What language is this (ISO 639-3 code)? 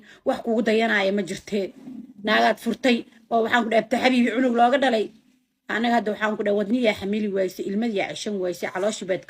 som